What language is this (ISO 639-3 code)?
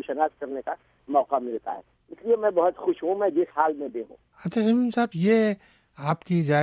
urd